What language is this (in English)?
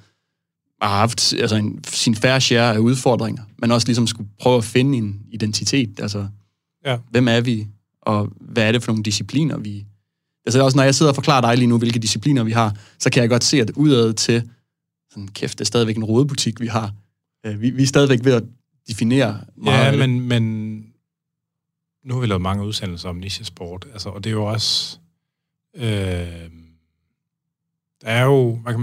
Danish